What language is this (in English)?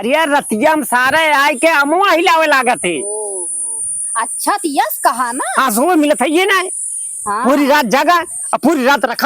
Awadhi